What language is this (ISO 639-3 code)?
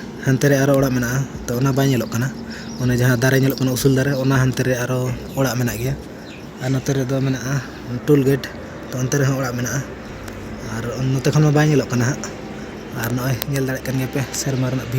sat